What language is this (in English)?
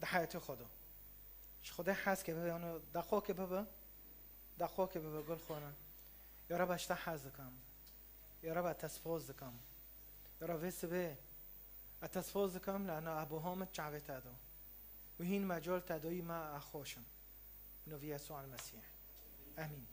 Kurdish